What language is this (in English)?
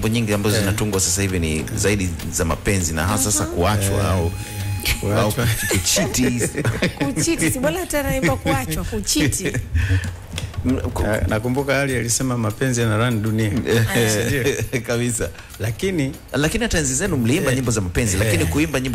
Swahili